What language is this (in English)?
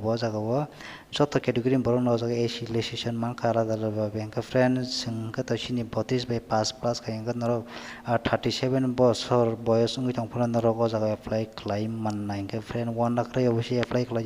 Kok Borok